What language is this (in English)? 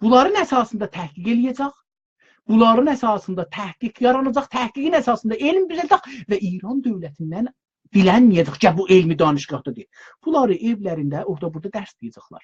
South Azerbaijani